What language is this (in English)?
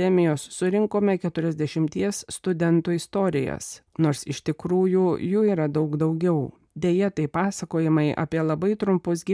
Lithuanian